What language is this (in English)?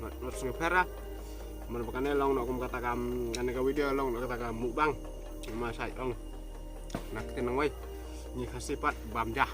Khasi